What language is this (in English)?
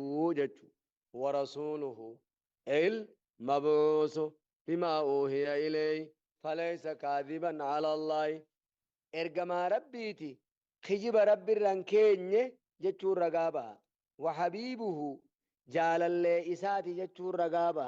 Oromo